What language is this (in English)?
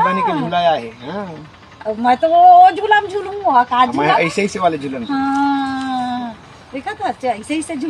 Chhattisgarhi